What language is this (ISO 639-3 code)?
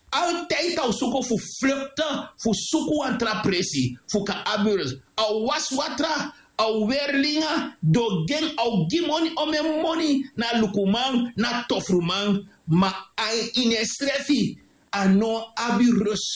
srn